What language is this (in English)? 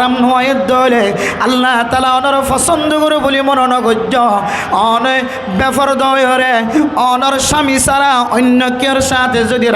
Rohingya